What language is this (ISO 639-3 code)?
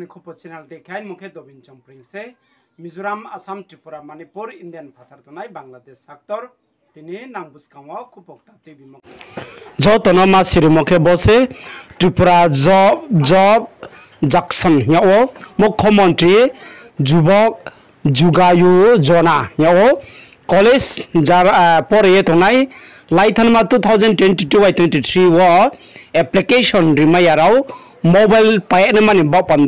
ria